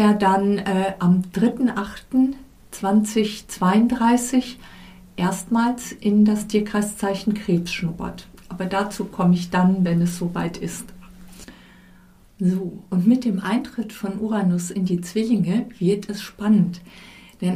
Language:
German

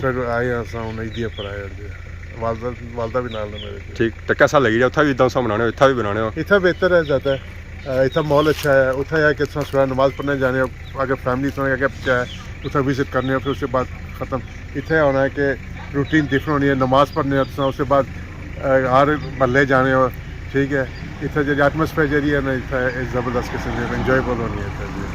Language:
Pahari-Potwari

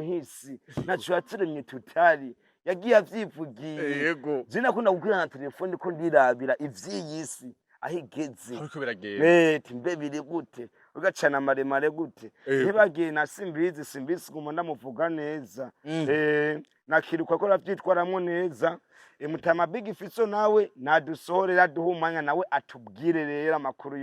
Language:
Rundi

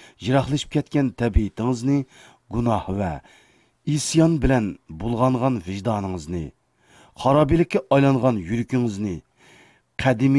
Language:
Uyghur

